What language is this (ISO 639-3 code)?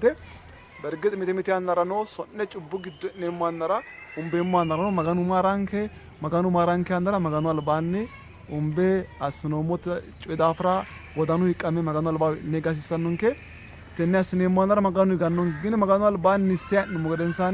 sid